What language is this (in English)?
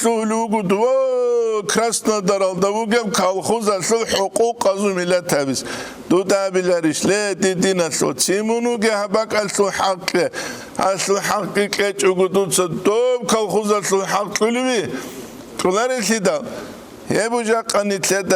Avaric